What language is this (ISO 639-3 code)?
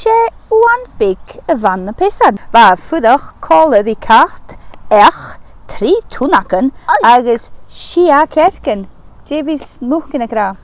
gla